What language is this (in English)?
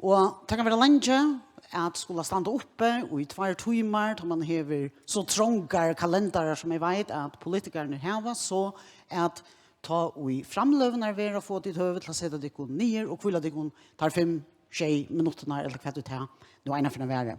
Faroese